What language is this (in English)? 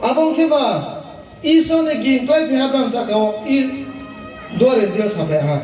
Riang (India)